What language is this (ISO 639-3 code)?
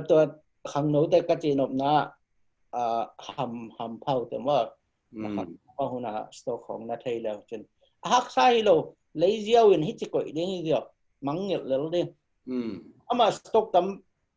ctd